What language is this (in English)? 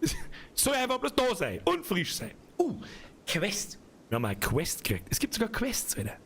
Bavarian